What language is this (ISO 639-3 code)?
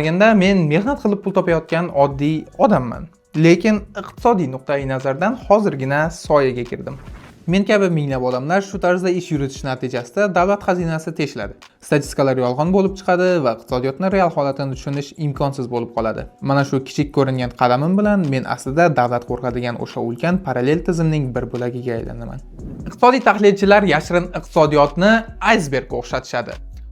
uzb